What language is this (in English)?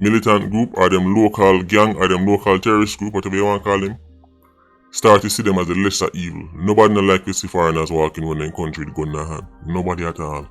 Jamaican Creole English